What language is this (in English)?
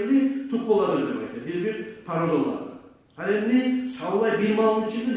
Kumyk